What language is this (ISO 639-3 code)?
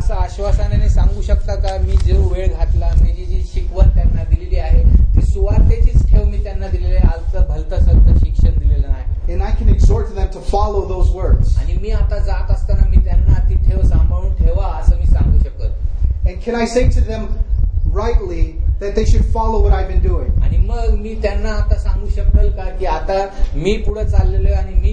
mar